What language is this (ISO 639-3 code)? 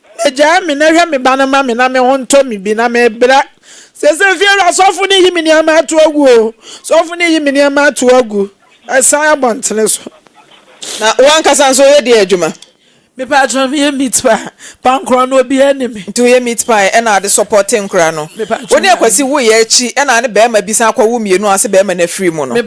aka